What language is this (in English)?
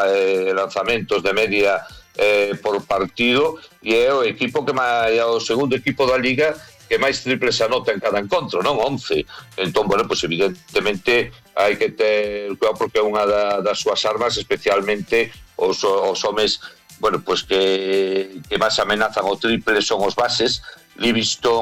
Galician